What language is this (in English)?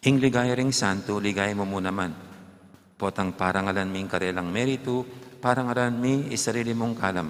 Pampanga